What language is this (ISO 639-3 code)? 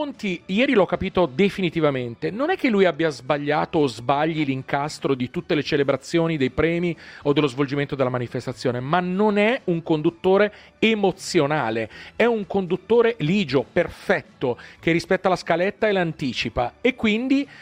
ita